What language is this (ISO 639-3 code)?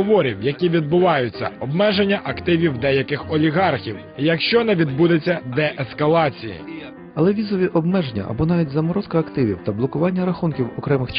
ukr